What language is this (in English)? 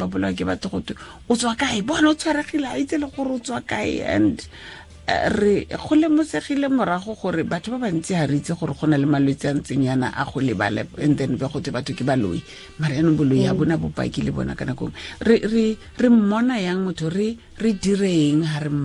Tswana